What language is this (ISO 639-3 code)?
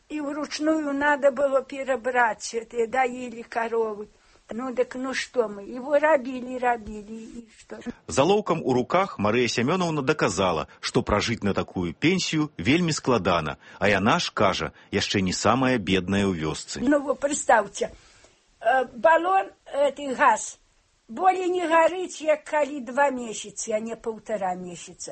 bel